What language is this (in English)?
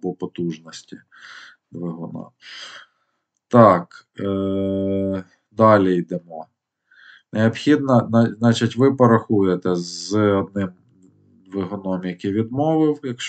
Ukrainian